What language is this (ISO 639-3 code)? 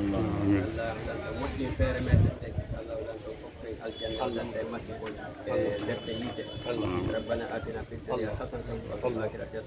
fuf